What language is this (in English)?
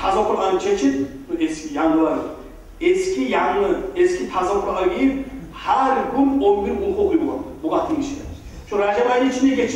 Kumyk